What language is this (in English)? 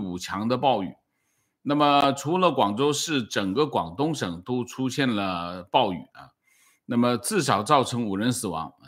Chinese